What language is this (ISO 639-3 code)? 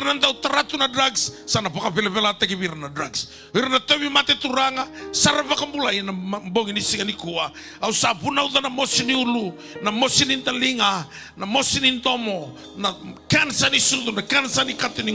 fij